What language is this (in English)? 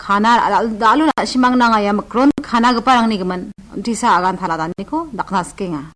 Garo